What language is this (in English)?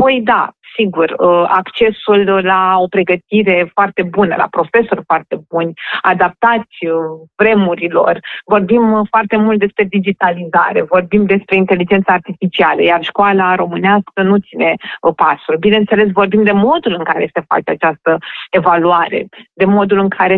Romanian